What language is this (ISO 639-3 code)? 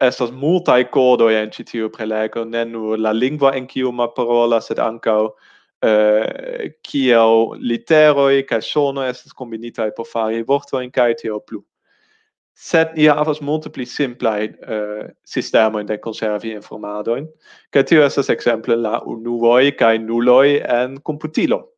epo